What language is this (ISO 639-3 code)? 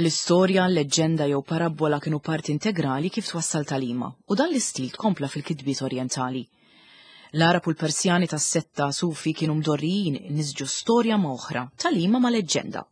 mlt